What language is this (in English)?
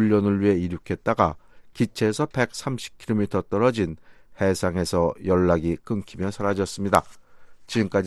Korean